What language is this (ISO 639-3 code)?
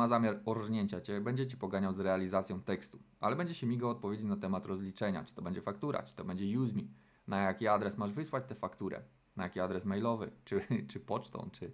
pol